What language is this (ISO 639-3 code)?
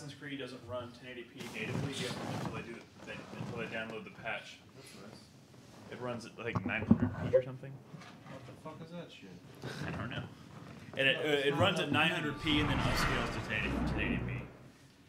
eng